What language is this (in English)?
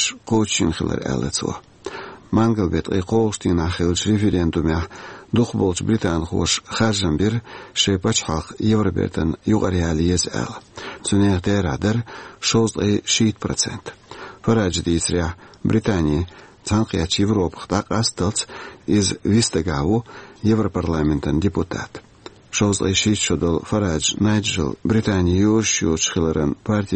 Chechen